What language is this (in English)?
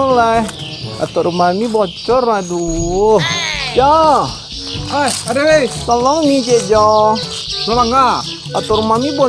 Minangkabau